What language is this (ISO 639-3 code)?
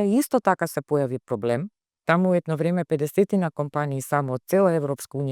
mkd